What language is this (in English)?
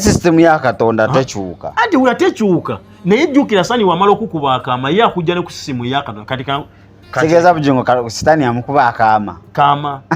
Ganda